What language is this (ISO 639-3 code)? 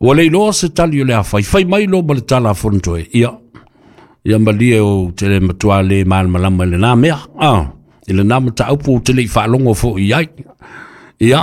smo